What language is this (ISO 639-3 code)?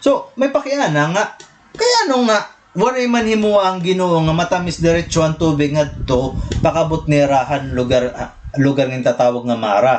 war